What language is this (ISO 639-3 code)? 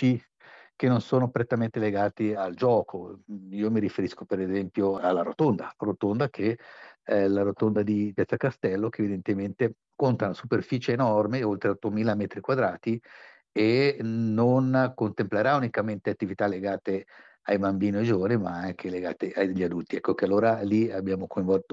ita